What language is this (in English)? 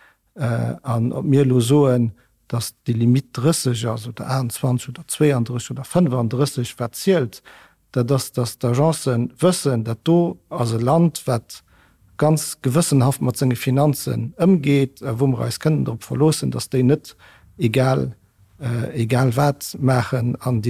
Luxembourgish